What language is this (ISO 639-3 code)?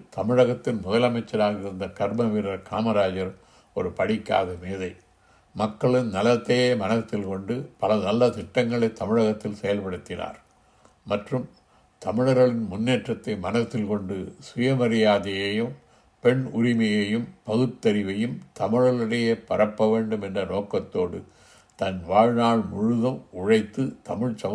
tam